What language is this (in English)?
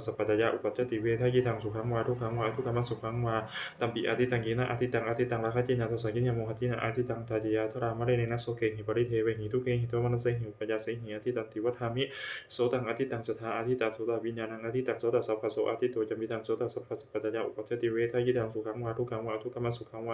Pali